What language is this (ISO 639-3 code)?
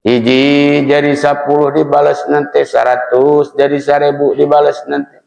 sun